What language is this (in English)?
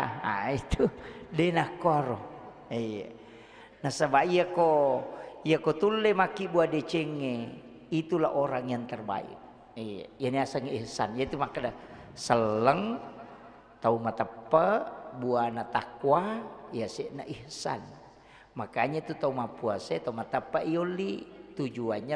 Buginese